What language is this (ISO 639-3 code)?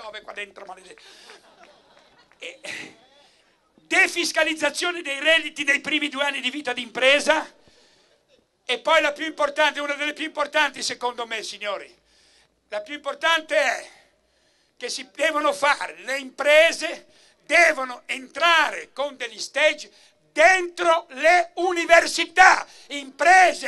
ita